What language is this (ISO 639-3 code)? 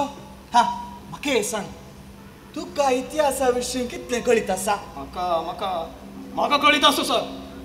kok